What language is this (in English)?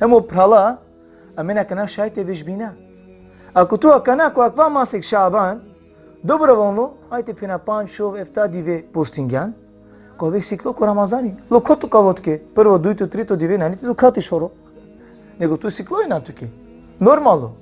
Balkan Romani